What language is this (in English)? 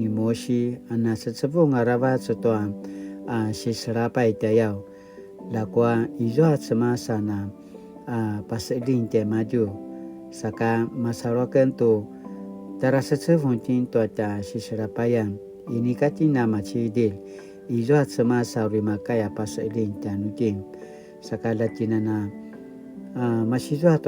Paiwan